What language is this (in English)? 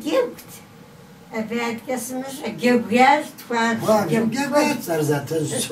Kabardian